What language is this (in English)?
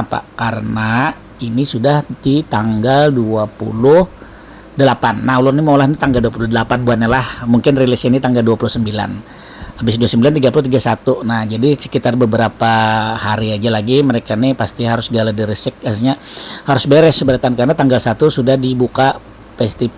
Banjar